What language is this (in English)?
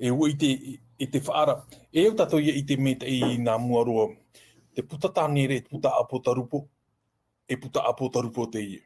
Tahitian